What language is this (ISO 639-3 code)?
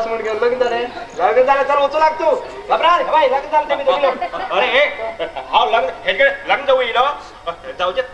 kok